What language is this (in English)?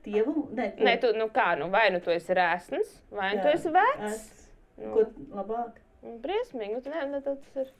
Latvian